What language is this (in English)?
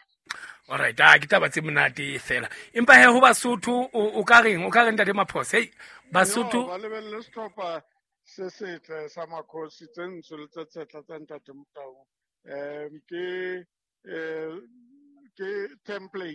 Southern Sotho